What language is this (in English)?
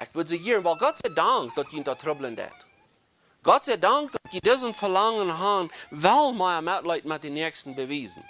Plautdietsch